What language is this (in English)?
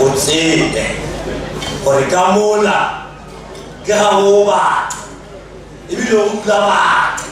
Northern Sotho